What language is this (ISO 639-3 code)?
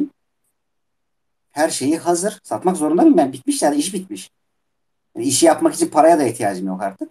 tur